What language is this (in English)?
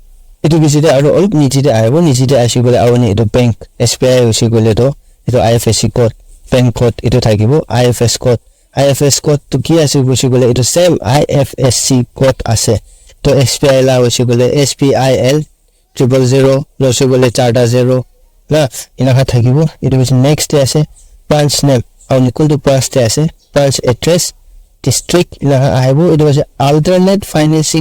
Naga Pidgin